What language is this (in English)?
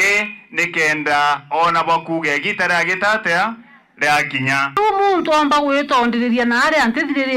Meru